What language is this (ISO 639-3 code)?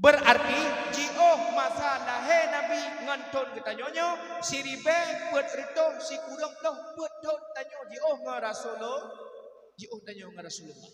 ace